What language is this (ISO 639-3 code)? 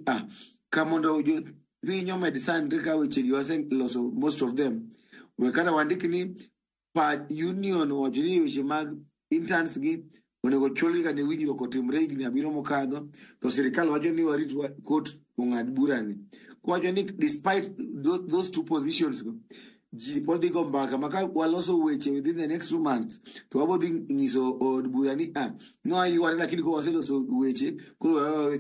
luo